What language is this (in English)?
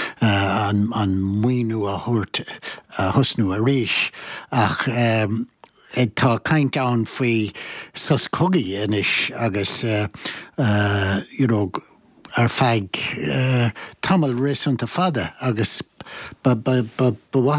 Irish